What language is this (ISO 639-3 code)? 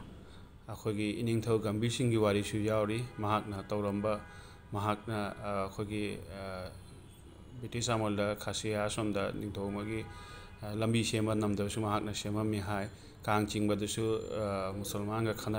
mni